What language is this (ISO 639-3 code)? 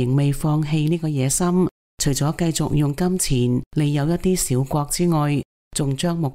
yue